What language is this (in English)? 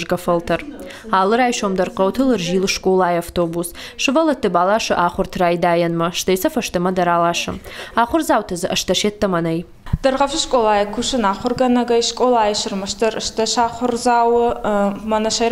Ossetic